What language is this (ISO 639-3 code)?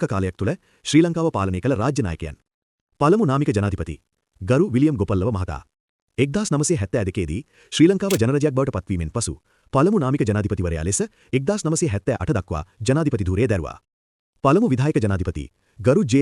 sin